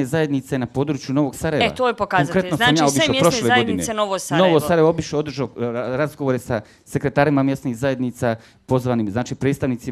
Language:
Bosnian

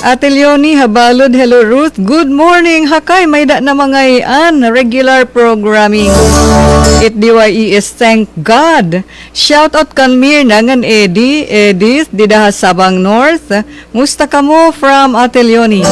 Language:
Waray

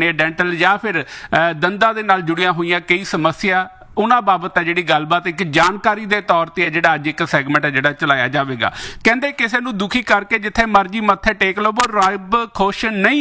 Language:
Punjabi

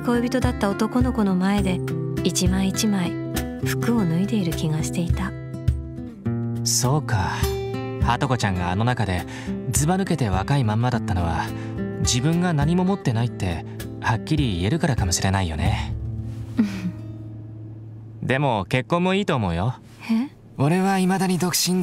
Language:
Japanese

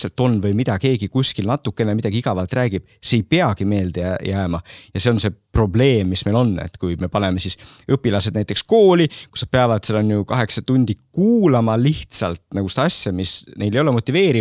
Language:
Estonian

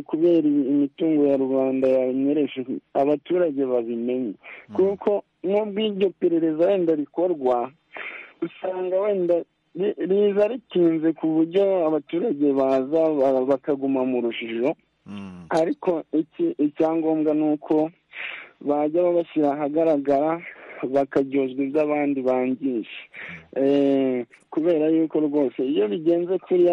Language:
Kinyarwanda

